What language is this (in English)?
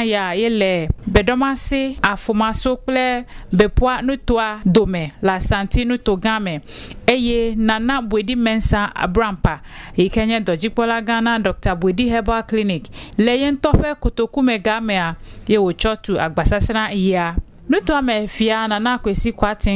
Ewe